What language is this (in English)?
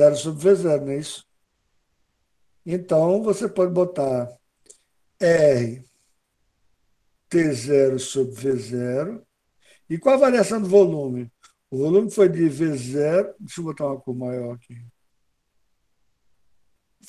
Portuguese